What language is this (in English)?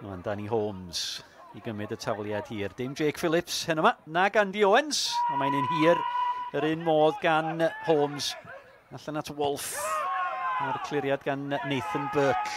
Welsh